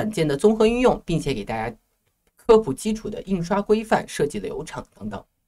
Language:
Chinese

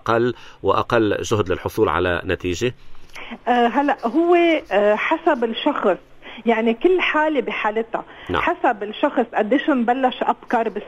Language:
North Levantine Arabic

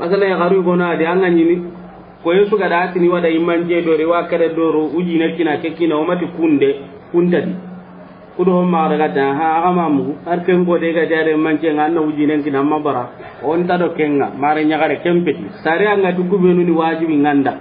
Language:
Soninke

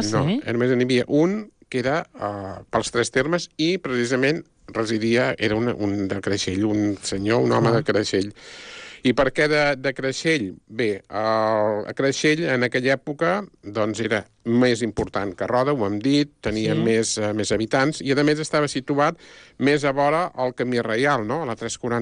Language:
Catalan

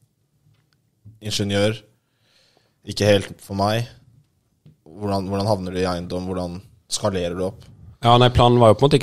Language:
Norwegian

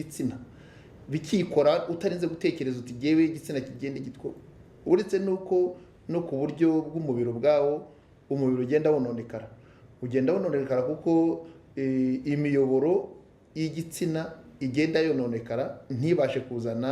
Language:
Kinyarwanda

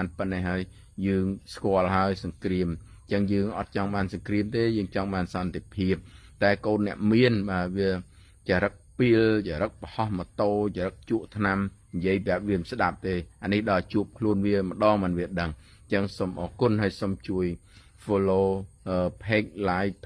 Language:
Khmer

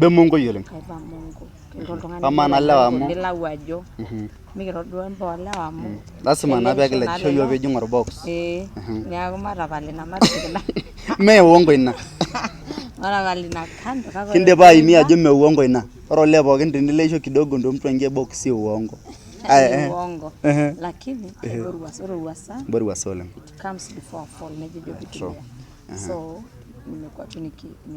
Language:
Masai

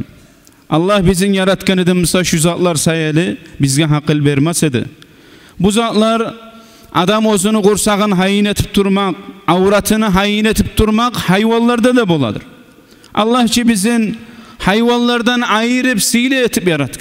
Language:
Kumyk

